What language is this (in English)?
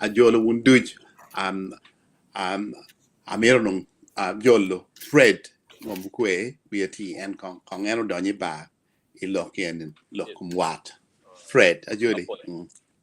Acoli